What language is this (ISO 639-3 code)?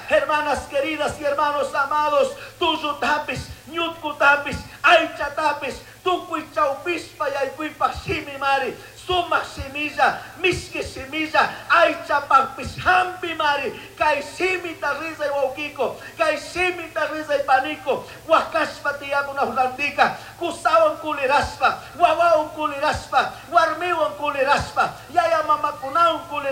qug